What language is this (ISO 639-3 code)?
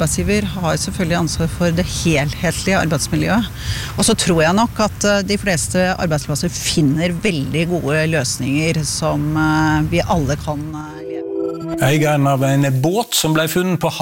nor